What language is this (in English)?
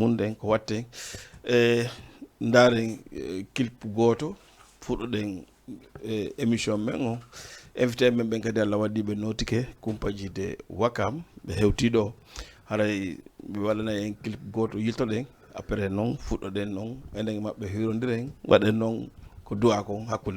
Fula